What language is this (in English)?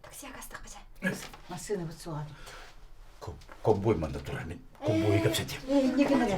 Yakut